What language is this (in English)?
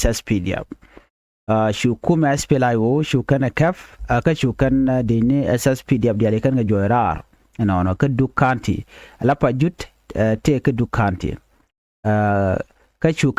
Nuer